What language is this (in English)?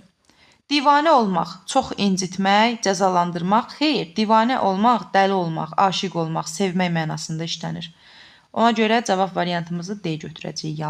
Azerbaijani